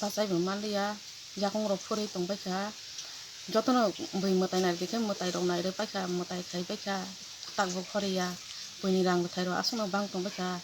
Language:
Kok Borok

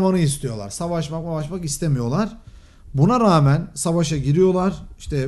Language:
Turkish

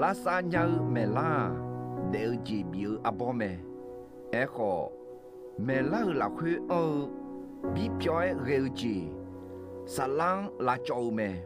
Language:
Akha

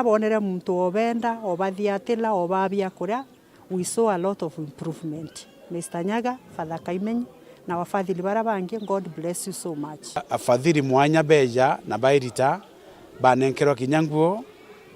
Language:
Meru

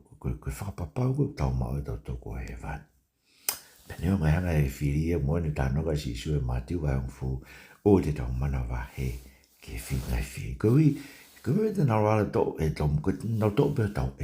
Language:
Tongan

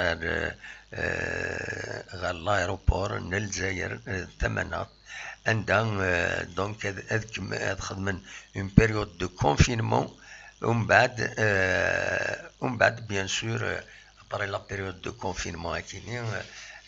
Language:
Kabyle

